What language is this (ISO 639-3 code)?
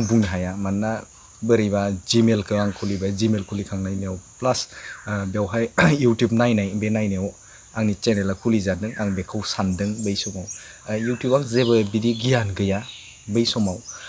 brx